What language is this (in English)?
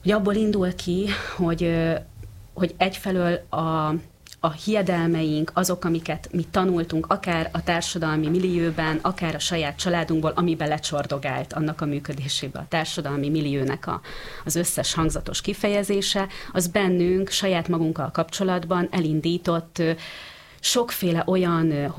Hungarian